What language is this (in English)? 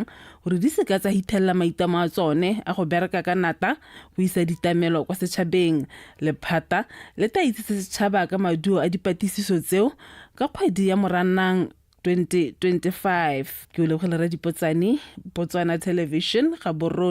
Tswana